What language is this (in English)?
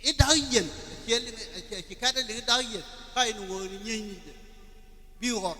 Nuer